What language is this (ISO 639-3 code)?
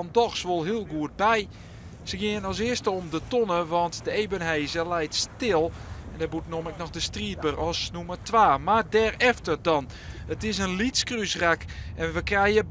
fry